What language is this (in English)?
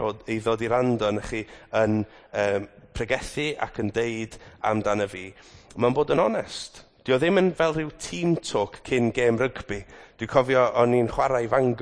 Welsh